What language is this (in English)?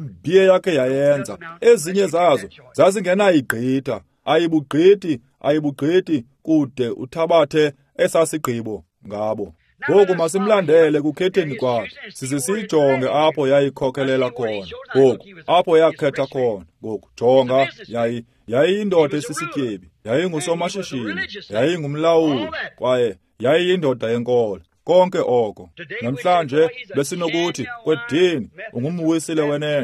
Xhosa